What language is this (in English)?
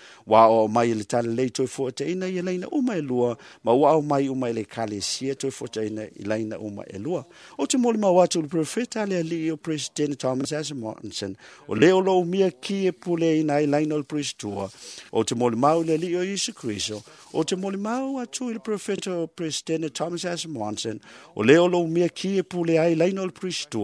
Samoan